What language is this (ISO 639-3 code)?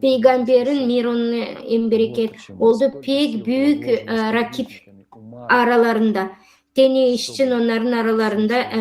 gag